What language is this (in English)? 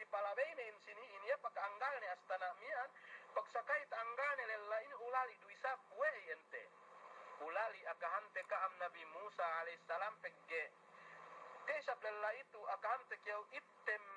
Yakan